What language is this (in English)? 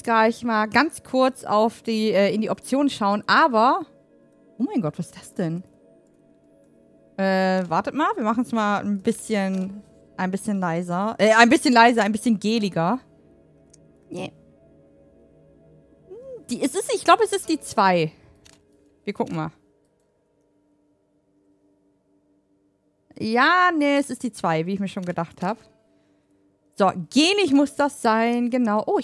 German